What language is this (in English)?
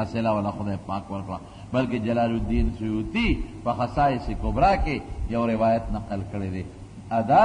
Pashto